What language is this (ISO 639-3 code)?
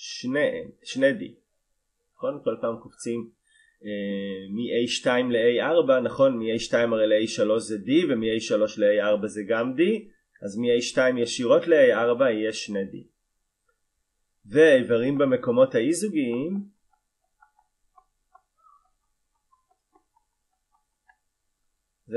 heb